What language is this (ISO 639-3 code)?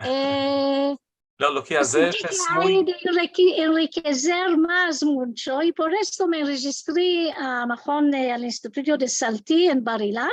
lad